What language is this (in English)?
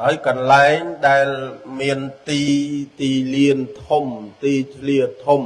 Khmer